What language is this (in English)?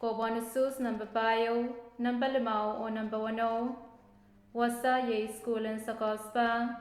Pohnpeian